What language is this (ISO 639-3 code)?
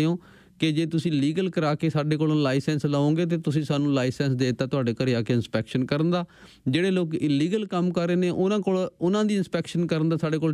pan